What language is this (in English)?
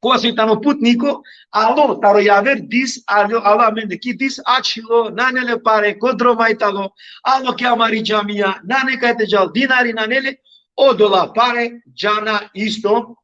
Balkan Romani